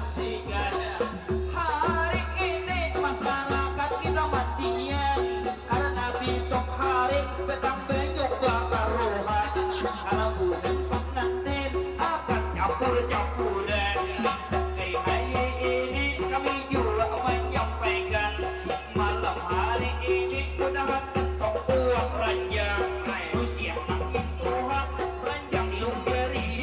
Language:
Banjar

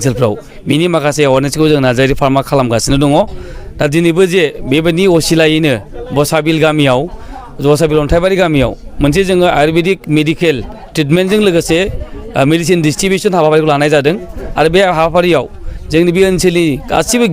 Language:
Bodo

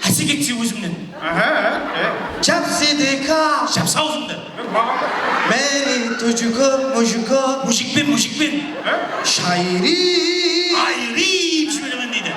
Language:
Kara-Kalpak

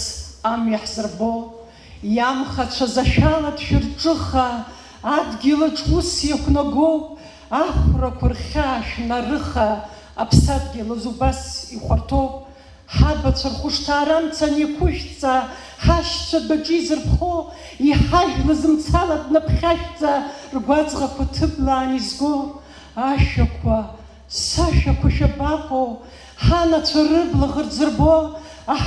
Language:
Abkhazian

